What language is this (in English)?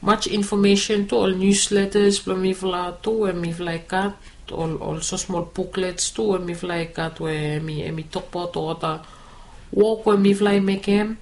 Bislama